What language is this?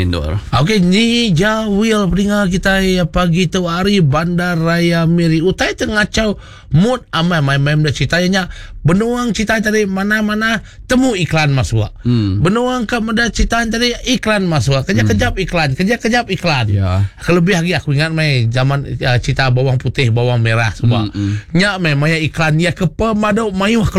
Iban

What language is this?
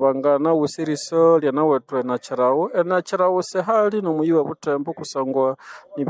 Nande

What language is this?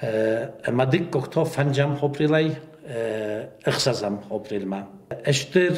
Ossetic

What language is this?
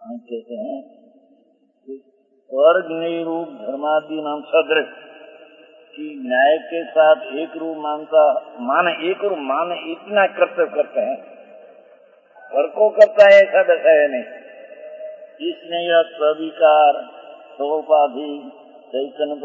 Hindi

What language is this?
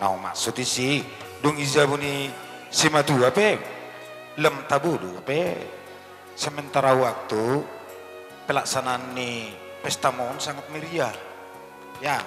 Batak Toba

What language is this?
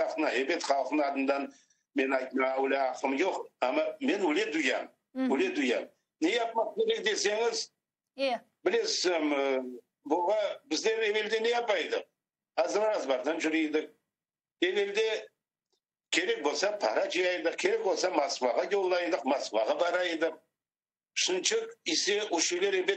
Crimean Tatar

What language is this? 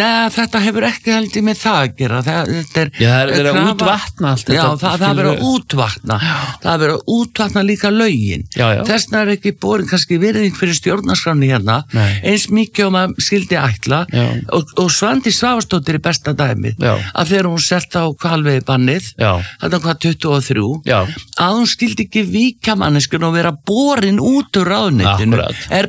Icelandic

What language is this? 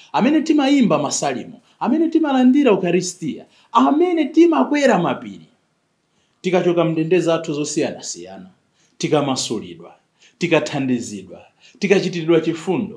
Nyanja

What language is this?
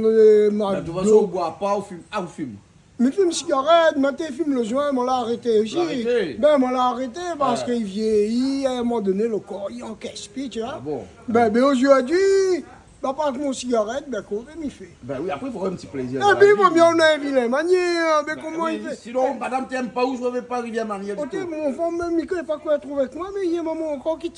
Réunion Creole French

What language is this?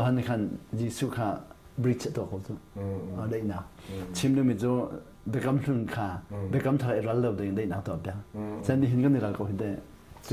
Hakha Chin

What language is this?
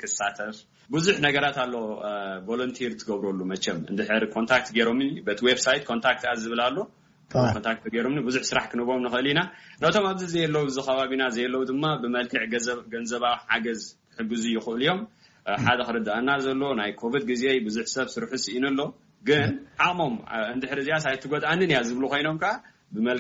Tigrinya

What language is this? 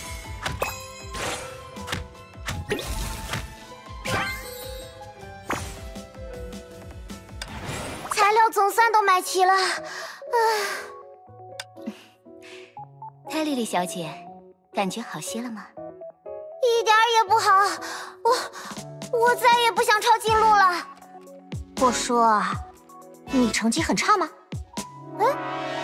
Chinese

